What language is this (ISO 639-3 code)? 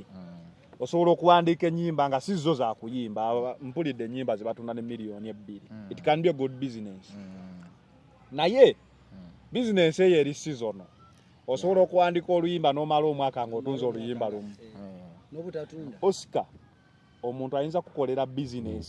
lug